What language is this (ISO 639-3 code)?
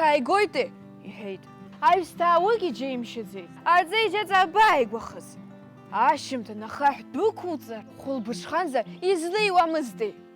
abk